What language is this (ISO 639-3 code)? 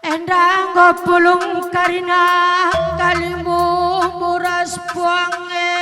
btx